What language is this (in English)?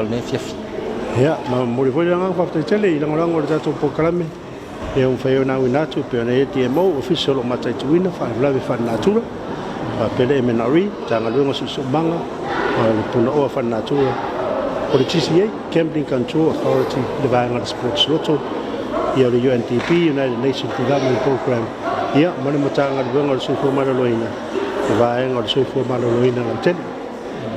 Samoan